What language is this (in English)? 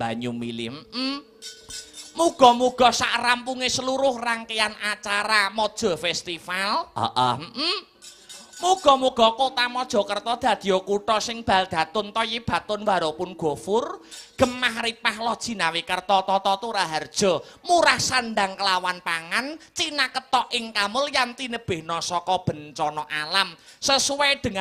Javanese